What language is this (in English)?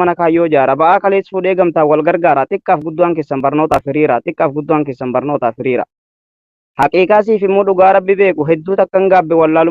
Oromo